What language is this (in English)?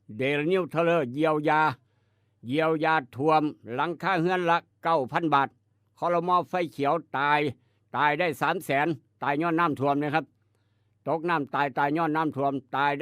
Northeastern Thai